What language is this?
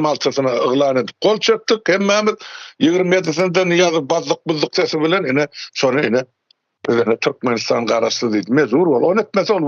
Turkmen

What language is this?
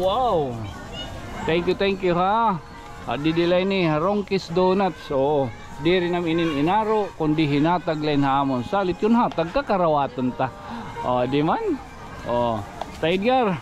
Waray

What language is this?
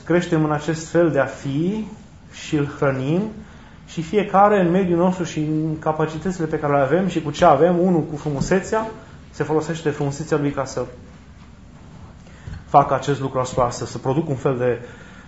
Romanian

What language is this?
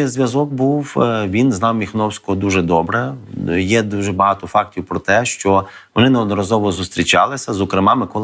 Ukrainian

